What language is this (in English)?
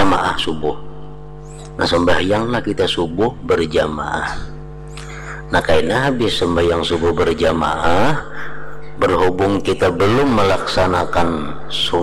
Banjar